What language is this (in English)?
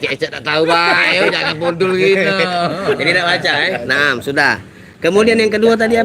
Musi